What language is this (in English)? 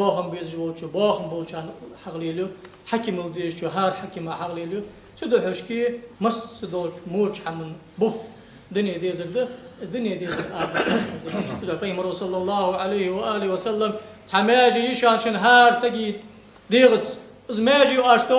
Ingush